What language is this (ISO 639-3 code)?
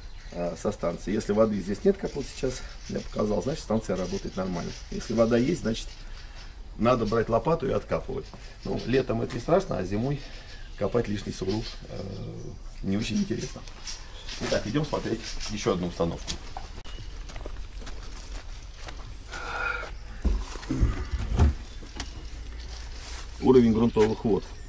rus